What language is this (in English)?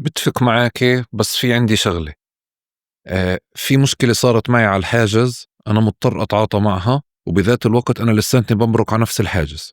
North Levantine Arabic